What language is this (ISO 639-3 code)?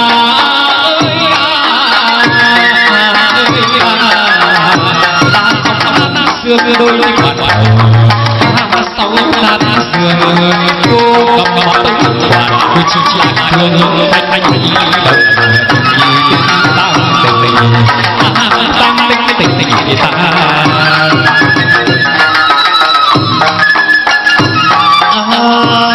vie